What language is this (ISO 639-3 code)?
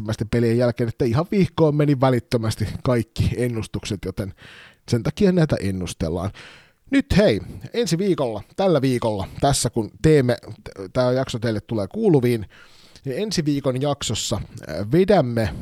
fin